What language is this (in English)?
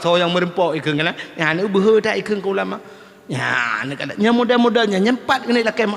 Achinese